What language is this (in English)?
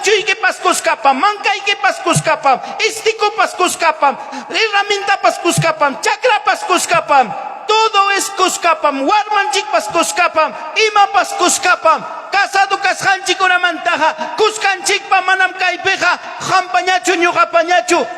Ayacucho Quechua